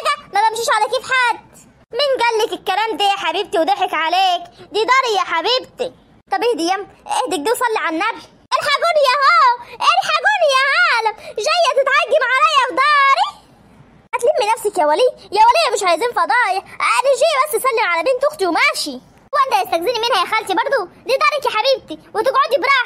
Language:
Egyptian Arabic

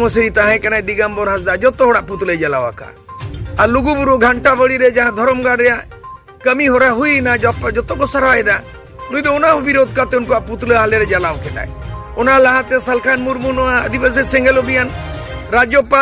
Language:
Santali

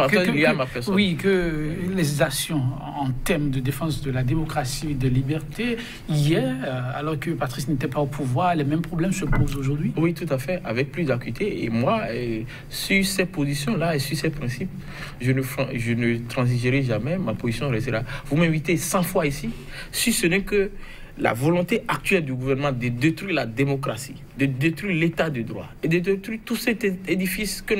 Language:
French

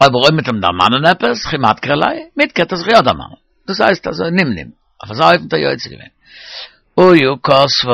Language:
Yiddish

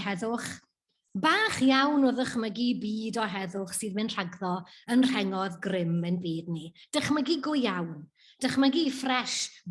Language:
Welsh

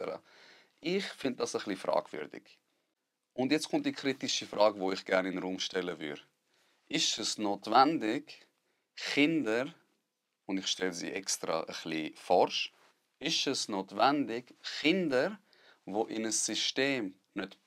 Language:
Swiss German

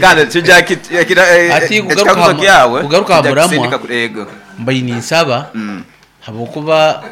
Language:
Nyoro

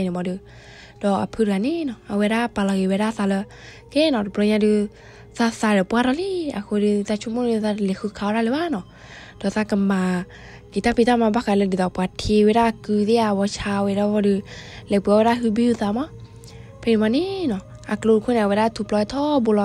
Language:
S'gaw Karen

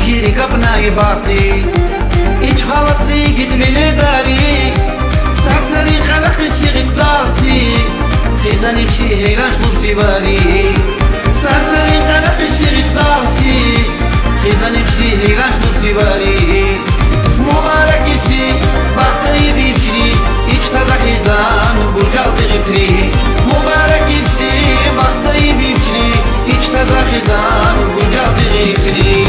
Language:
Tabassaran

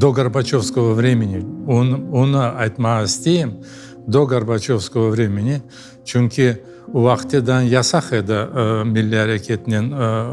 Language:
Crimean Tatar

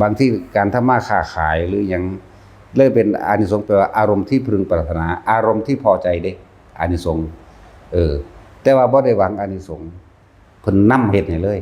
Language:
Northeastern Thai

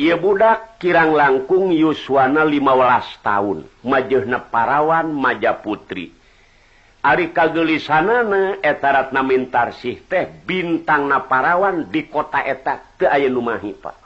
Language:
Sundanese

